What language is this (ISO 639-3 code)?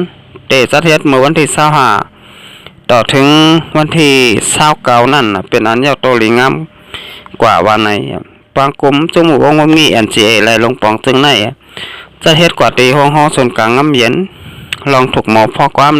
shn